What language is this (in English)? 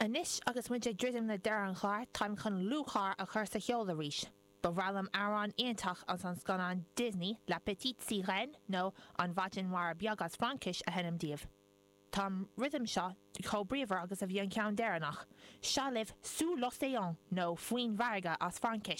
Irish